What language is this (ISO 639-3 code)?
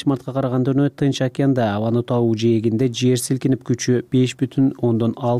kir